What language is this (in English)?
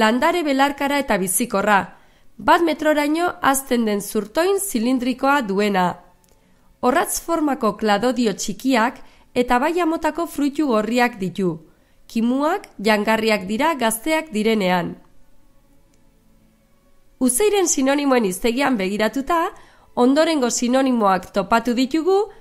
Basque